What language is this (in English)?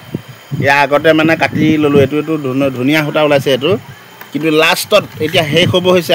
Assamese